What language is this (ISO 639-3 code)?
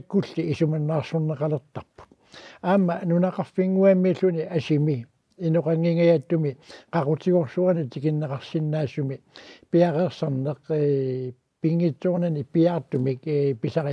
kal